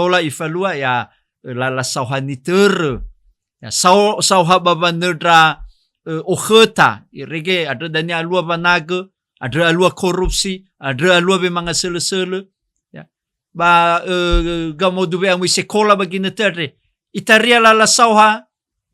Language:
Nias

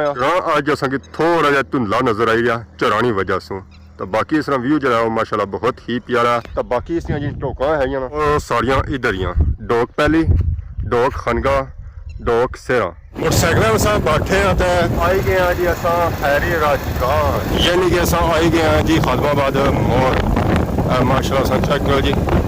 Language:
Pahari-Potwari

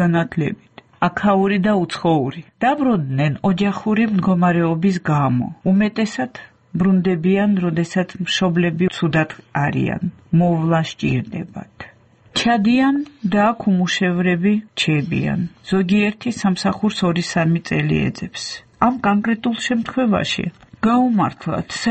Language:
Georgian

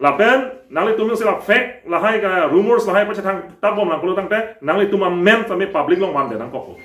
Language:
Karbi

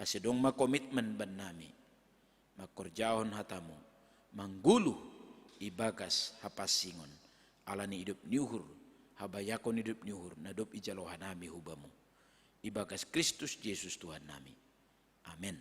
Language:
Batak Simalungun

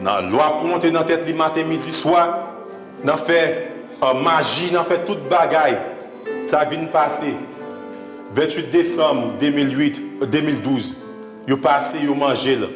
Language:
Haitian Creole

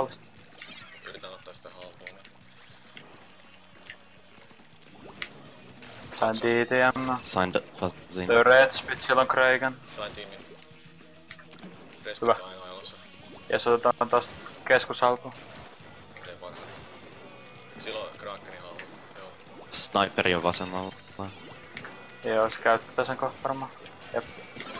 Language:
Finnish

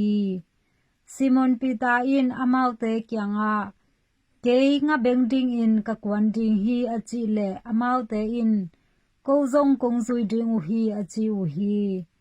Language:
Tedim Chin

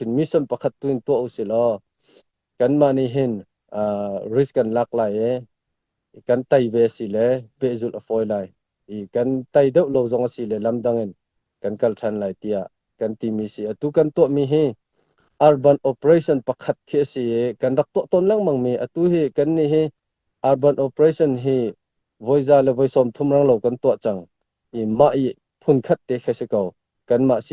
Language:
Hakha Chin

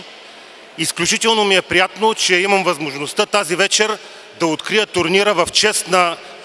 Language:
Bulgarian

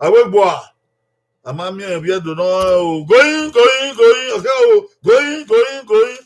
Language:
Bini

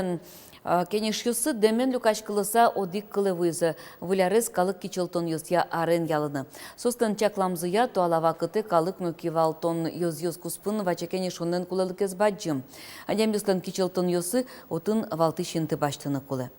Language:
Udmurt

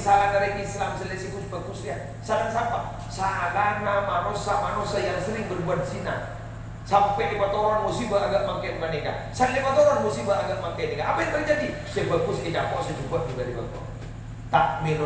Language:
Madurese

